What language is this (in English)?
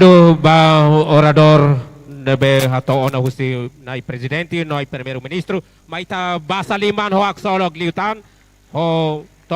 Tetum